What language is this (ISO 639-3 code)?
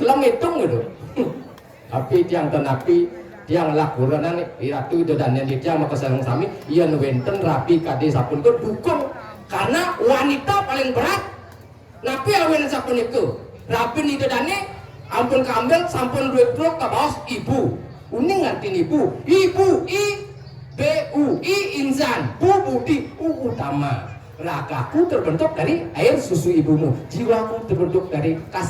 ban